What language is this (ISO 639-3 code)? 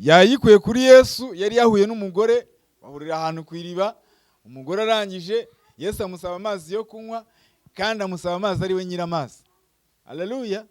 kin